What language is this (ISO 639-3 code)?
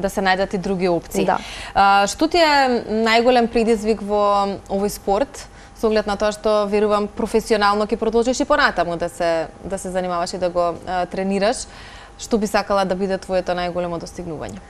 mkd